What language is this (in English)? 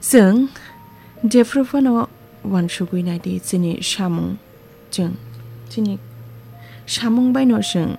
Kok Borok